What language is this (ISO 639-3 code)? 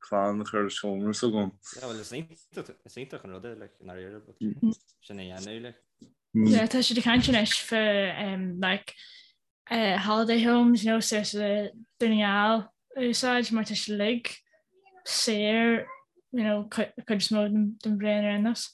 gle